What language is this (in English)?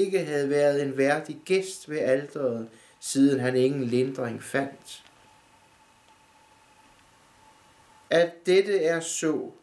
Danish